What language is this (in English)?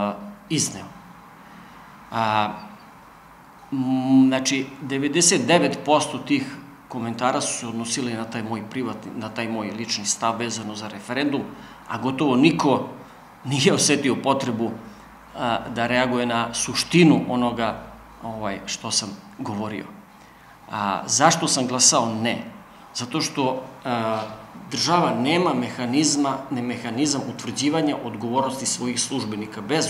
Serbian